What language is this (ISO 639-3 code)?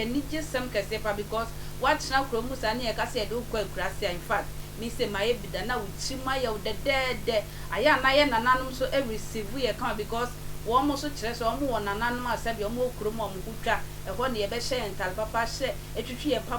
aka